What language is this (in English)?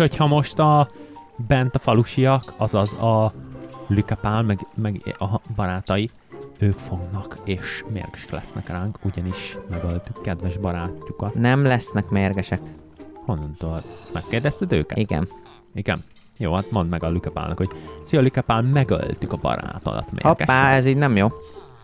Hungarian